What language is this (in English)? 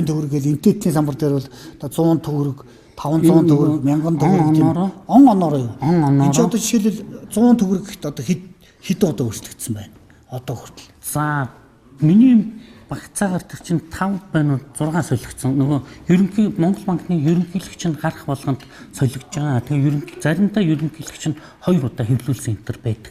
Mongolian